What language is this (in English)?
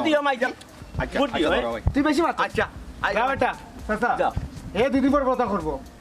Sylheti